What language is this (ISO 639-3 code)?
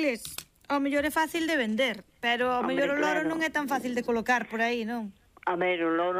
glg